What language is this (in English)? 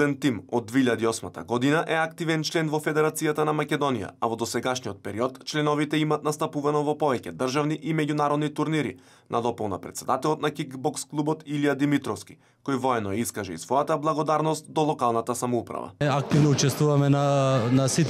Macedonian